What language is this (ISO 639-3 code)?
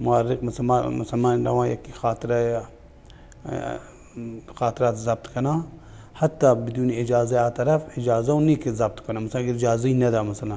bal